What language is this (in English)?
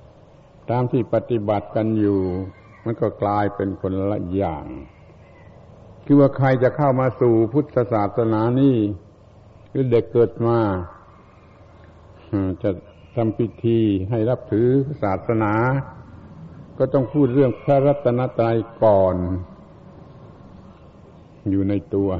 Thai